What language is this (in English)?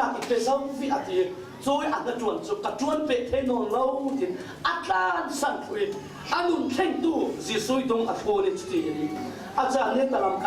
Falam Chin